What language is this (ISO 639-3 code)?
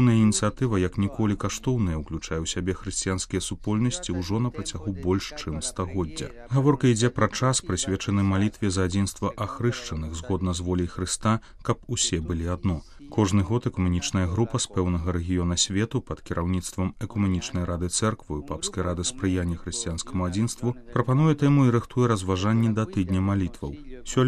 bel